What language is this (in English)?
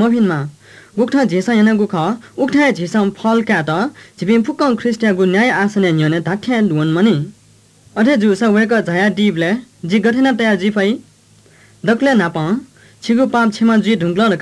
Newari